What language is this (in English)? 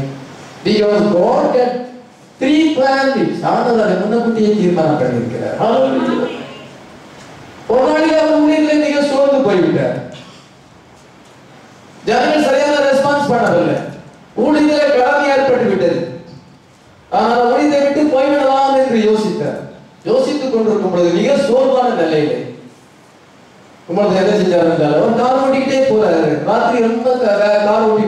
Tamil